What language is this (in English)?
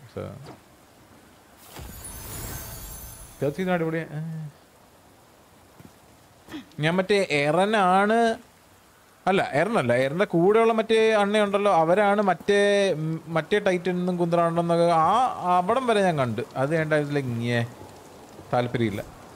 Malayalam